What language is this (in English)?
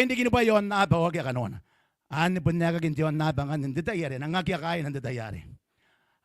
Gilbertese